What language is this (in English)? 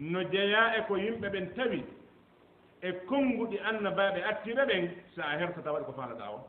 Fula